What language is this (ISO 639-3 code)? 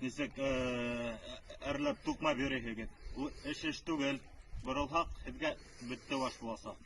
bak